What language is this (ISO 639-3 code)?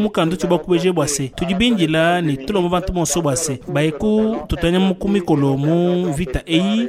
lua